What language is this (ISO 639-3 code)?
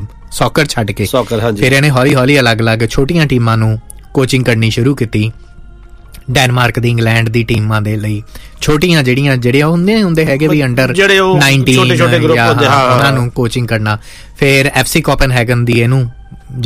pan